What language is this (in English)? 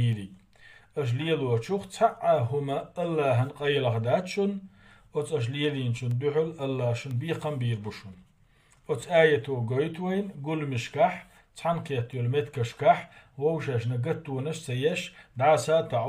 Chechen